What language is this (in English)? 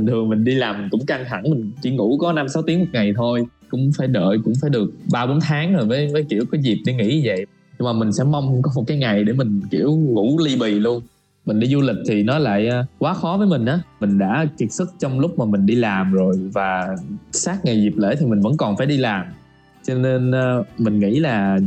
Vietnamese